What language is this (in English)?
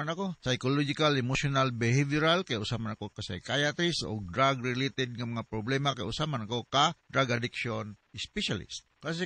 Cebuano